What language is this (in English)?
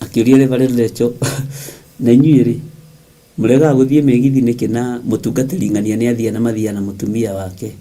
Kikuyu